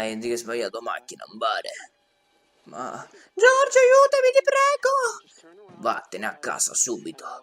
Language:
Sicilian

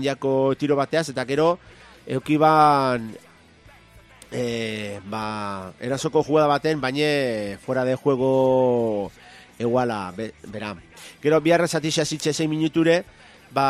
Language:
Basque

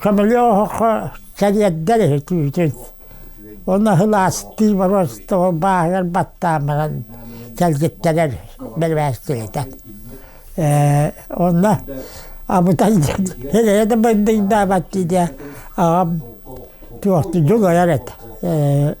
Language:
Yakut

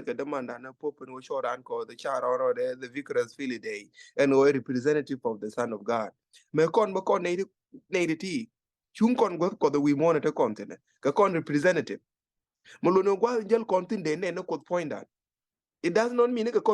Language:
Nuer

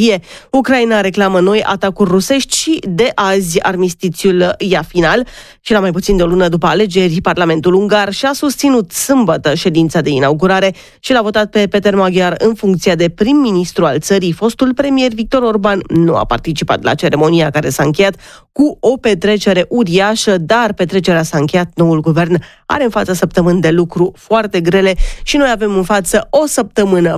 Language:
Romanian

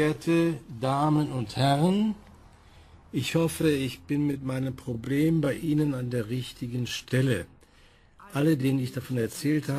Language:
German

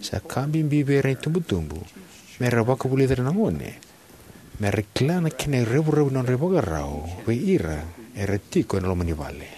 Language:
Fijian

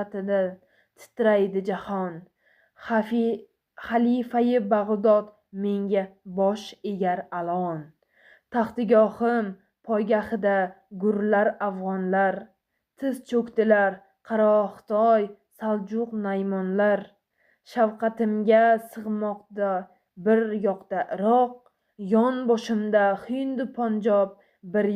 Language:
Uzbek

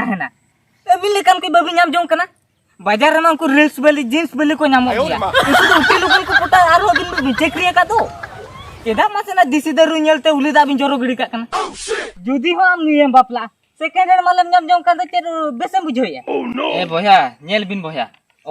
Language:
Santali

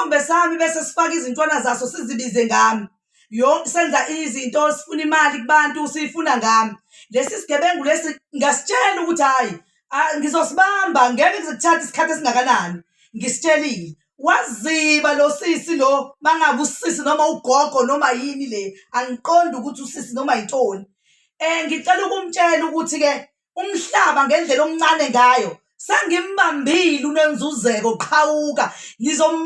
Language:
Zulu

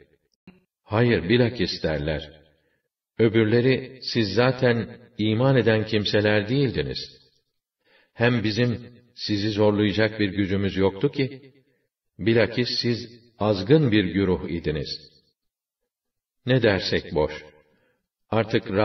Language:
Turkish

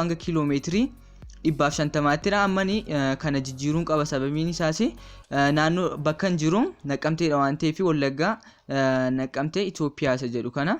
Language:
Oromo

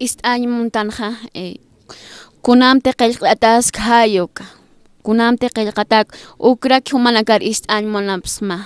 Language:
Aymara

